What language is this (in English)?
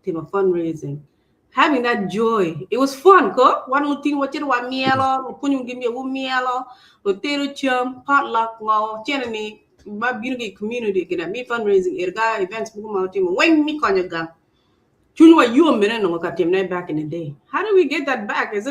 Acoli